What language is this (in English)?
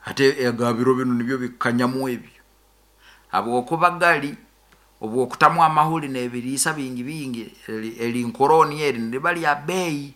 Nyoro